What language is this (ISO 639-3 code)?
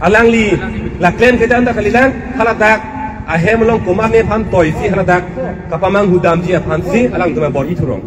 mjw